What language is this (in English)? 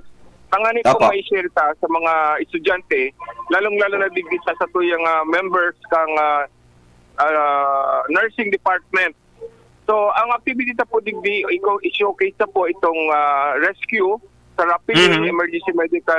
Bikol